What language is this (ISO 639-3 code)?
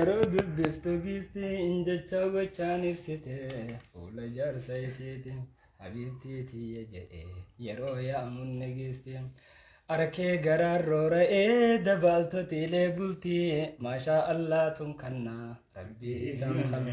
orm